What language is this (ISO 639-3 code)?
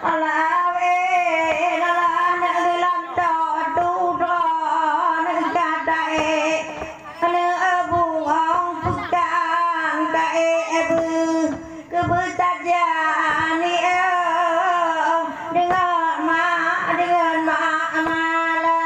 ace